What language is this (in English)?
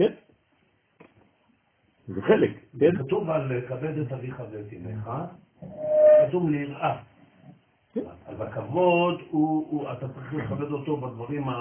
Hebrew